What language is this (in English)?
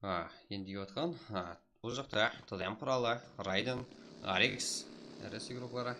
Kara-Kalpak